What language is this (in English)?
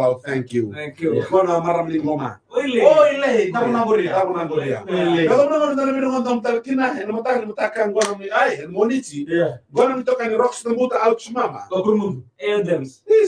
Fijian